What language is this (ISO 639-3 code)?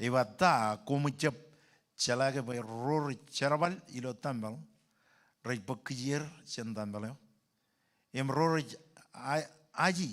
mah